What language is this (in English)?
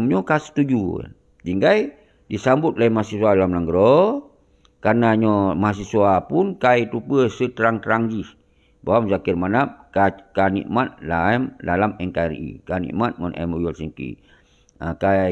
Achinese